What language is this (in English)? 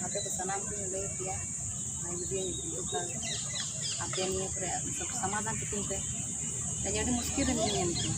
Santali